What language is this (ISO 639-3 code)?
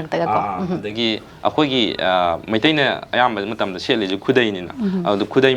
mni